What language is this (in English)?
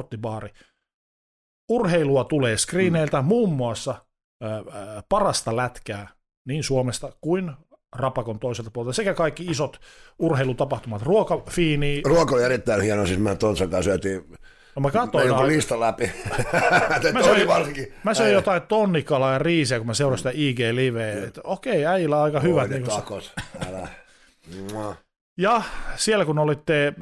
Finnish